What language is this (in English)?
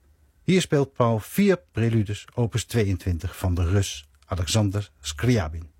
Dutch